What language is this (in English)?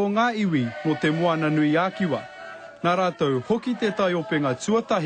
Māori